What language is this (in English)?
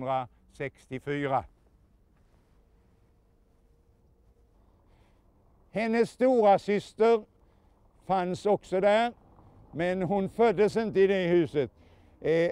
Swedish